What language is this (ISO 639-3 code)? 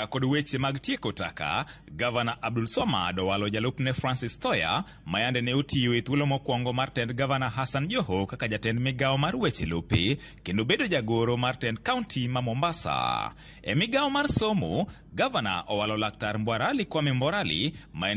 luo